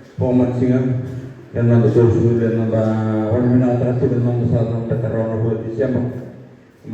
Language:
Fijian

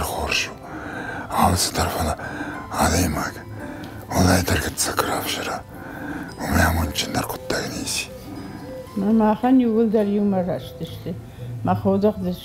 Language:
Ossetic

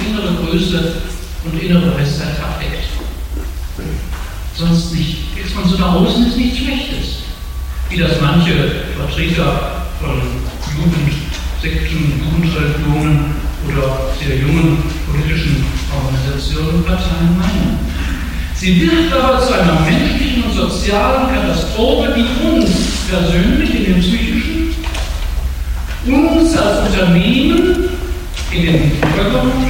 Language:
German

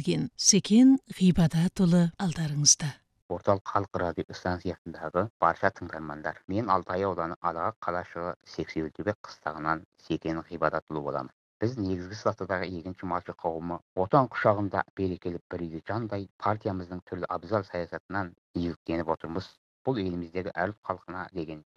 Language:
Kazakh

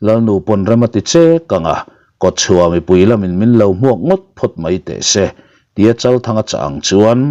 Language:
Mizo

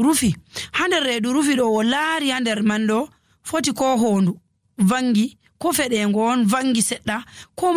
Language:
Nigerian Fulfulde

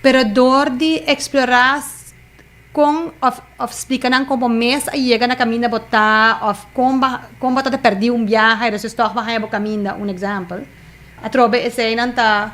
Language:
Papiamento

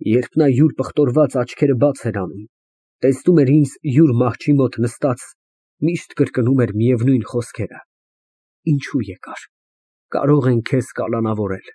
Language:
Armenian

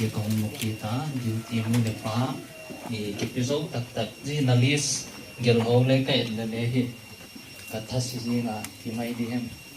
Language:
Paite Chin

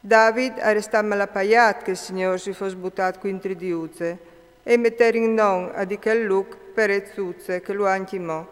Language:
Friulian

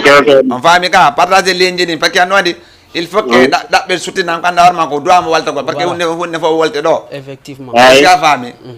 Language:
Fula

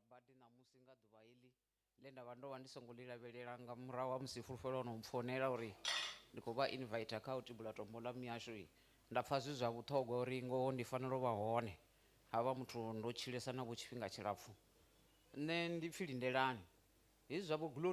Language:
Venda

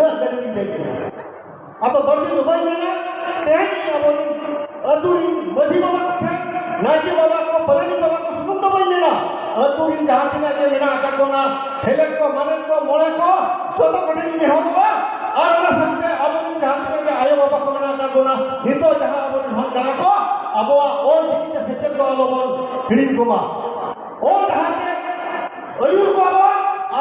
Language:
Santali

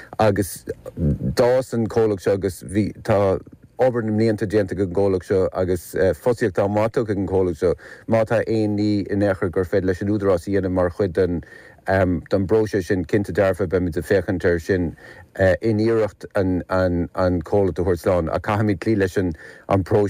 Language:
Irish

